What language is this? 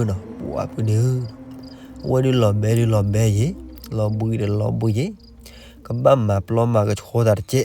S'gaw Karen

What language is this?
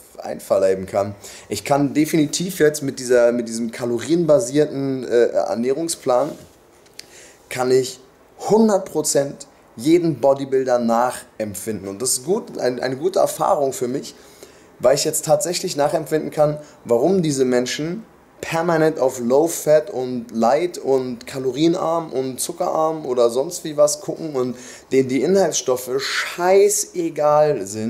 German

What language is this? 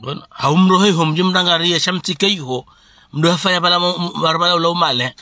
Ngazidja Comorian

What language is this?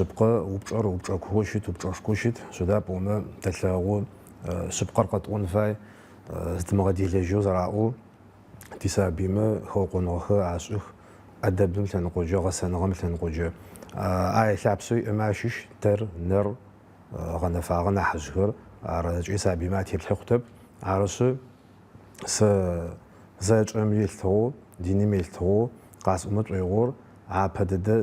Adyghe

